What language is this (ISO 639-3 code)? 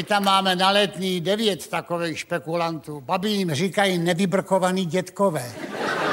ces